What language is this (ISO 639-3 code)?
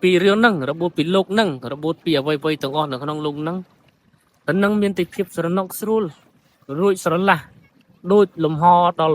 khm